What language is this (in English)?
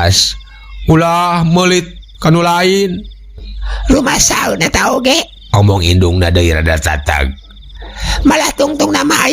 Sundanese